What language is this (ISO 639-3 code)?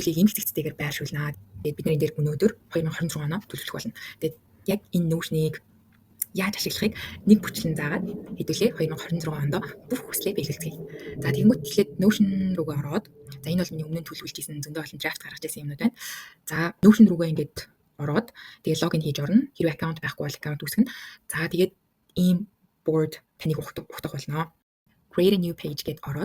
mon